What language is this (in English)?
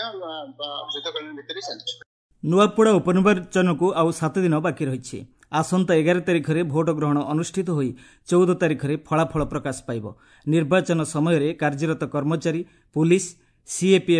Odia